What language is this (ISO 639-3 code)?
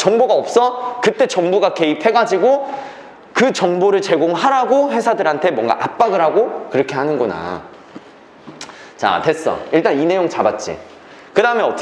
kor